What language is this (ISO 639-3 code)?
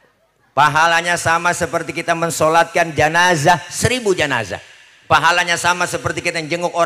bew